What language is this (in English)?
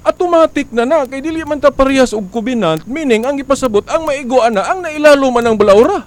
Cebuano